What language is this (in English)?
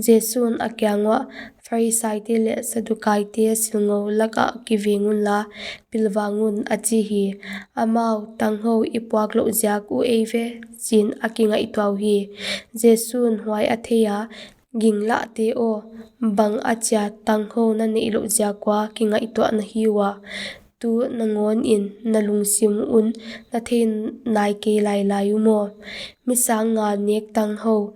Paite Chin